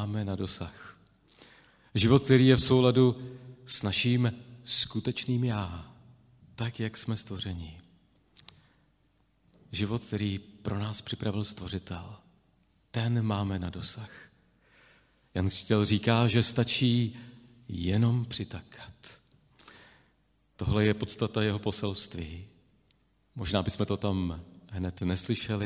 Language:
Czech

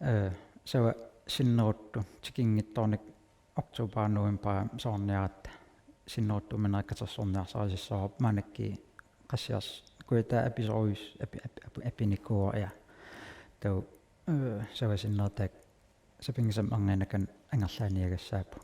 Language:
Kalaallisut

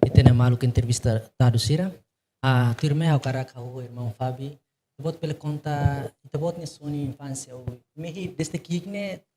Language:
Tetum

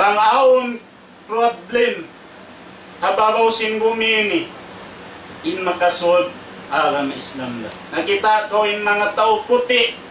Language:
Tausug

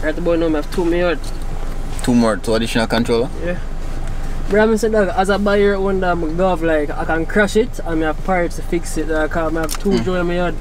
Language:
Jamaican Creole English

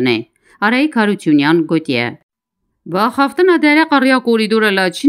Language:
Kurdish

